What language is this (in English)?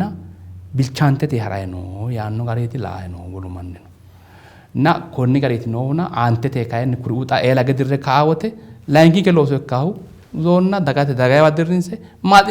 Sidamo